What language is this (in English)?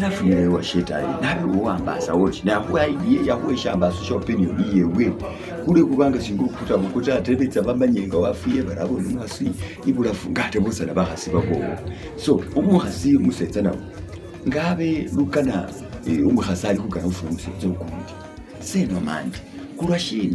Masaaba